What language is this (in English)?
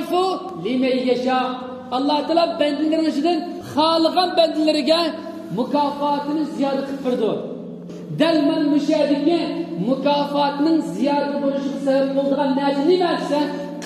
Uyghur